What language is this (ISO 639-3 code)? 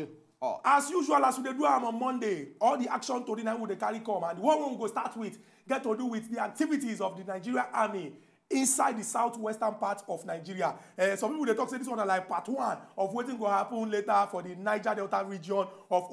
pcm